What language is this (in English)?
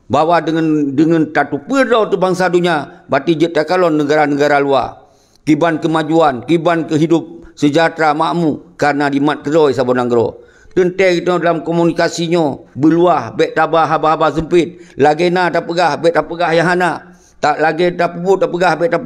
Achinese